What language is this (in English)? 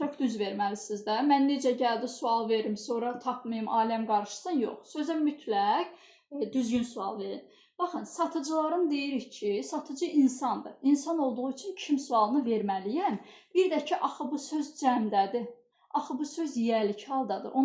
Azerbaijani